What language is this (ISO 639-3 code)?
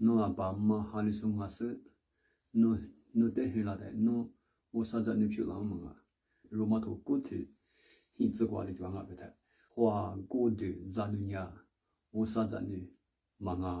lis